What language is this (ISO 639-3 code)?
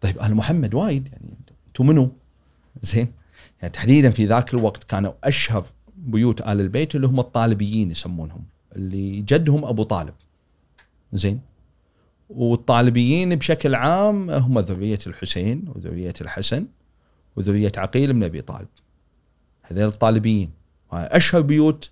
afb